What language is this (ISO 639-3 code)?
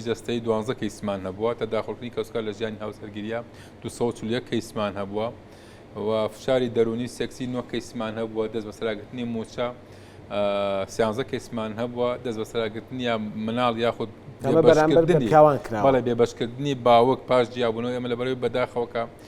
ckb